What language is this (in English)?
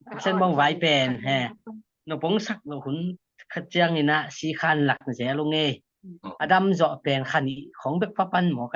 Tedim Chin